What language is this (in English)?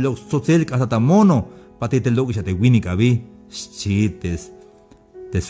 Tzeltal